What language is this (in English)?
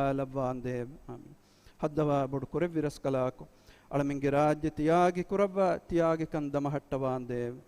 Divehi